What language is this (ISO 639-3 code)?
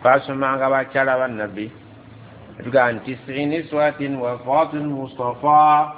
lug